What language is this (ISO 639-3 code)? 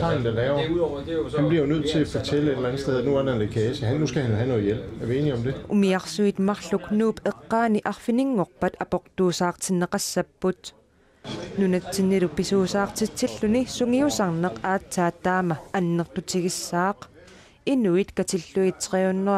kal